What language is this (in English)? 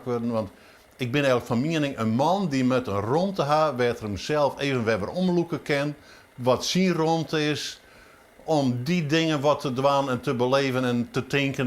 Western Frisian